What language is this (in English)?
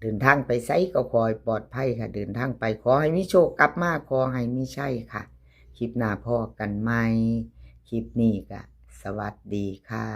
Northeastern Thai